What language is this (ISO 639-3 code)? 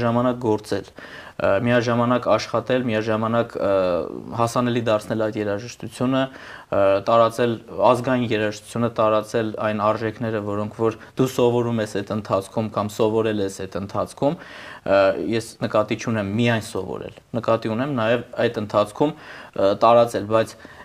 hye